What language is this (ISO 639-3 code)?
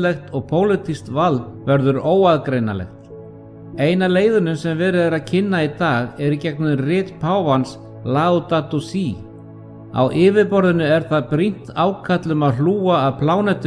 isl